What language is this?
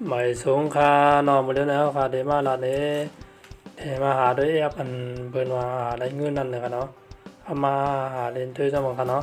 Shan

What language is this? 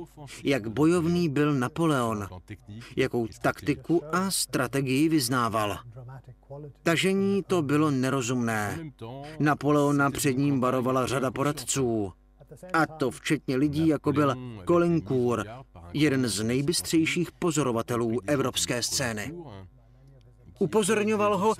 Czech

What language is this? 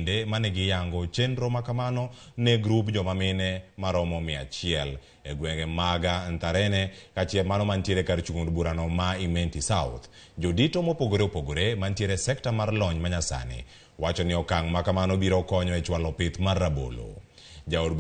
Luo (Kenya and Tanzania)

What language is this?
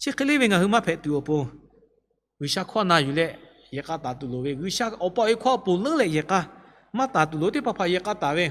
Lahu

